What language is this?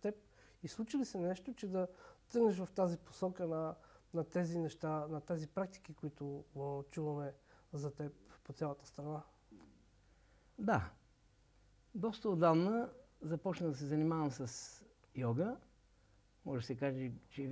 Bulgarian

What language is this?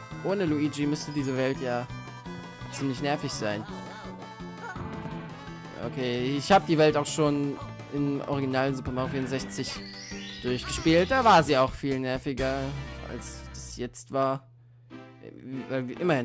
German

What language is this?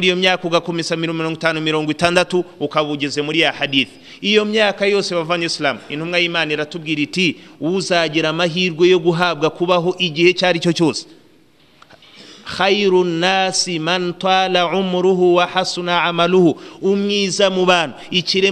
Kinyarwanda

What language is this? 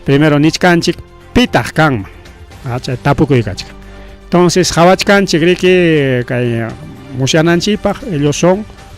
Ayacucho Quechua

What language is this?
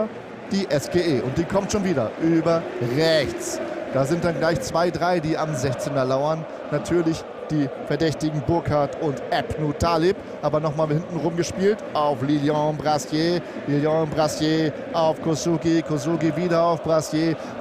German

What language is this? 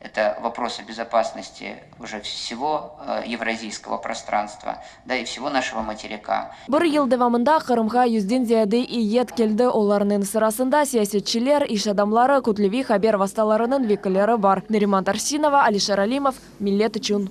Crimean Tatar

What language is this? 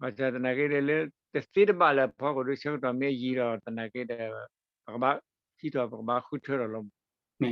S'gaw Karen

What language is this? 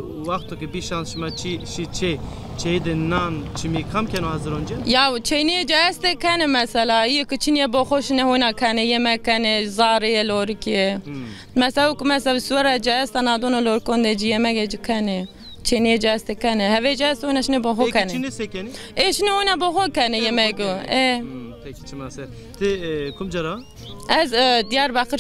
Zaza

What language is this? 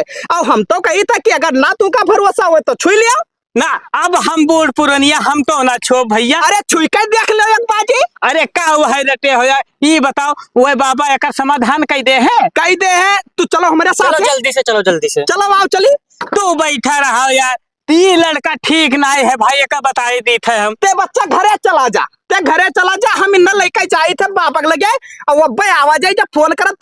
Awadhi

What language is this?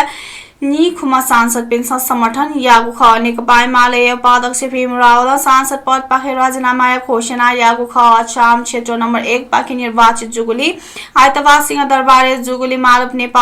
Newari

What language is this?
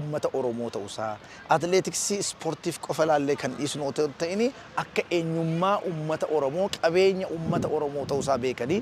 Oromo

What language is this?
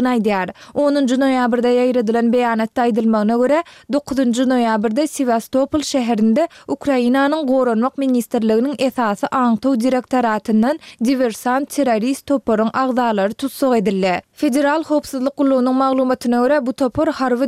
Turkmen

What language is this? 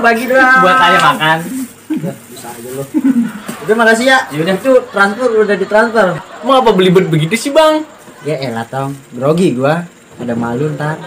Betawi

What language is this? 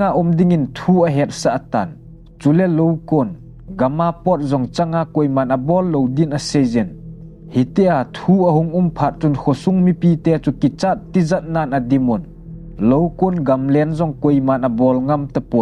Thado Chin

